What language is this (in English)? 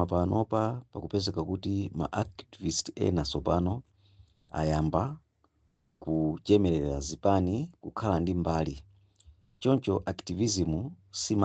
Nyanja